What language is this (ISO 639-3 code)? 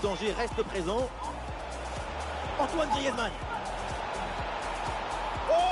fra